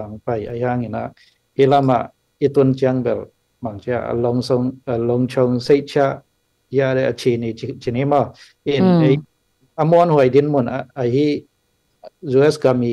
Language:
Tedim Chin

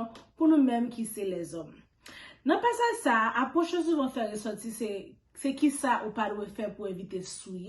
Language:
Haitian Creole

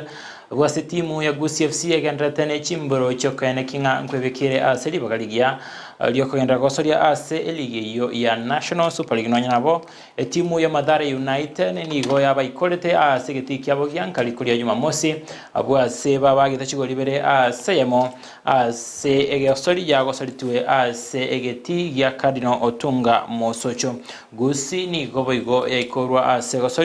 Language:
Gusii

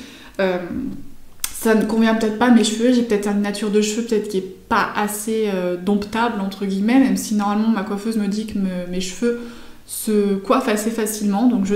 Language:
French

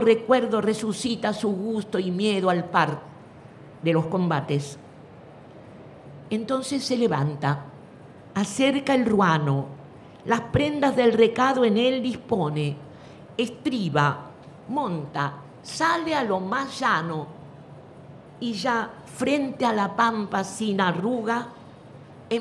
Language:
Spanish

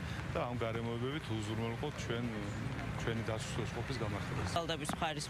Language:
Georgian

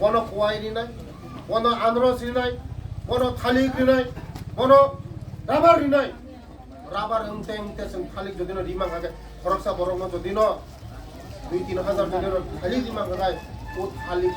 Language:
Kok Borok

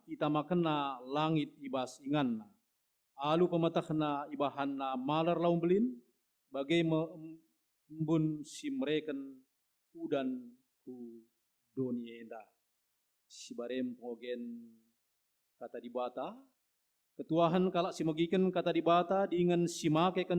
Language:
Batak Karo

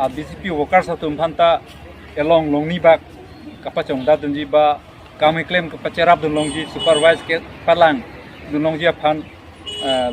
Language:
Karbi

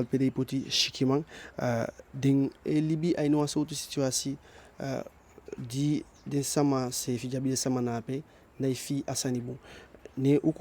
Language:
Eastern Maroon Creole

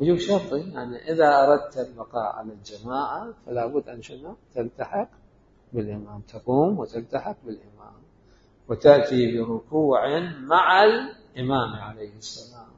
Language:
Mesopotamian Arabic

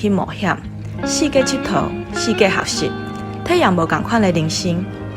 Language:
Min Nan Chinese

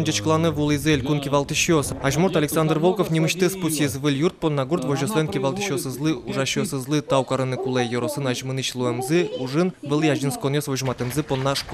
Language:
Udmurt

